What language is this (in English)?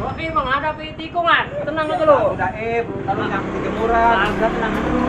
Betawi